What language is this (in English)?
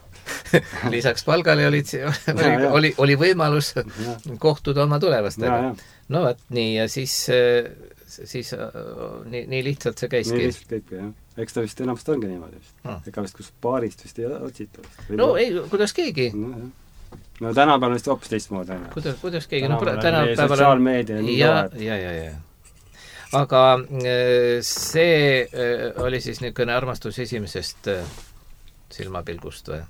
Estonian